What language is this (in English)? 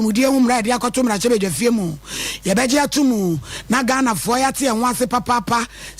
Akan